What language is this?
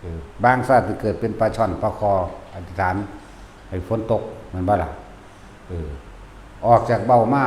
Lao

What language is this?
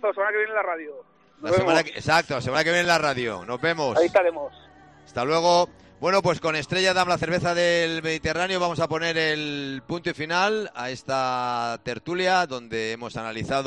Spanish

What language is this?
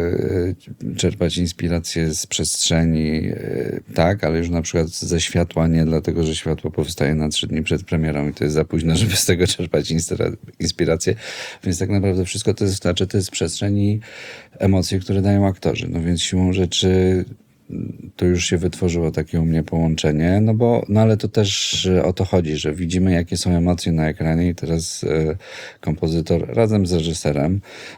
Polish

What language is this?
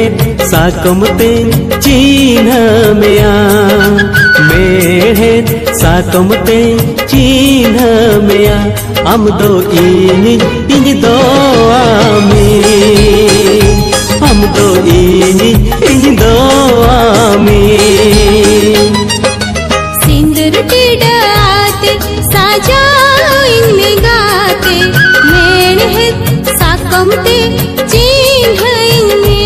Santali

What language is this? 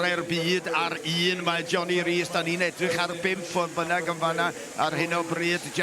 Welsh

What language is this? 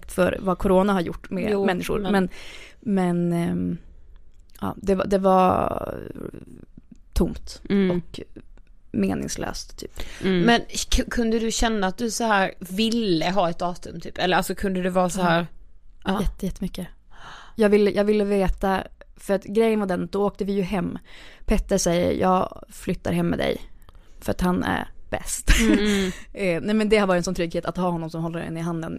Swedish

